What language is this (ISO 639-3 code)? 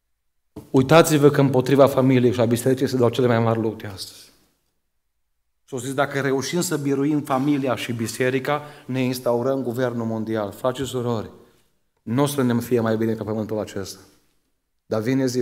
ron